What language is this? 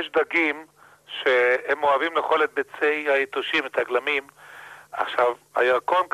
Hebrew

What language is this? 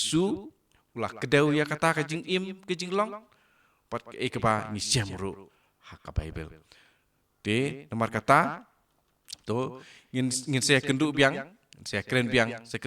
Khasi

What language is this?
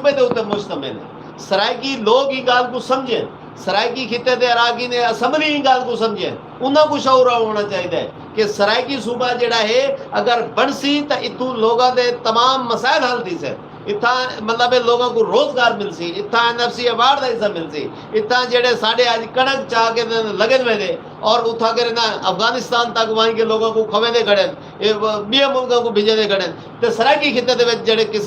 Saraiki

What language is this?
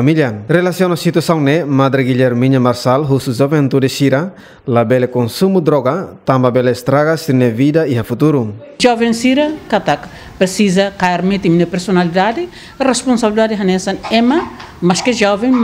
Tetum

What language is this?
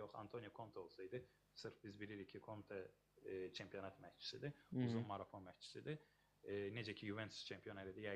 Azerbaijani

